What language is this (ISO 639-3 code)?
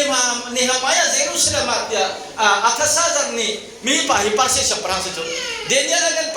cnh